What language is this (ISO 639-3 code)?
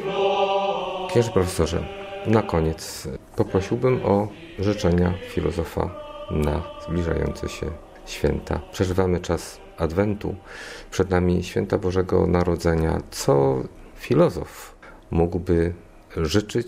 pol